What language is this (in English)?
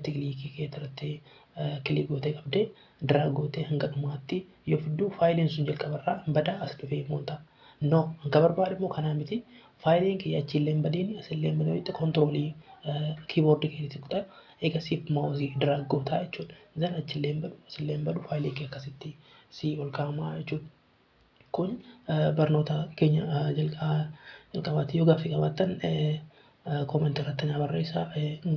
Oromo